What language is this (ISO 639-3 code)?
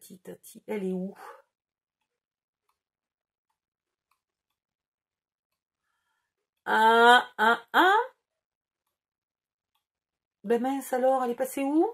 fra